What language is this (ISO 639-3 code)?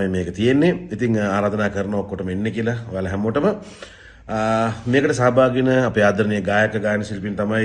sin